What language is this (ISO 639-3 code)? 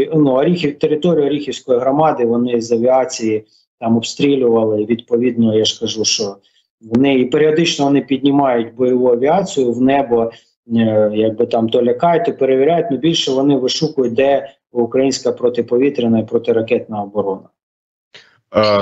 ukr